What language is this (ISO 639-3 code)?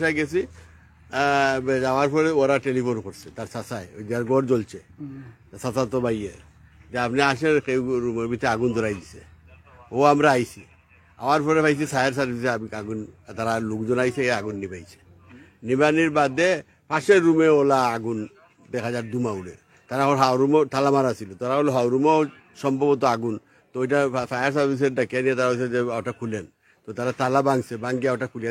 syl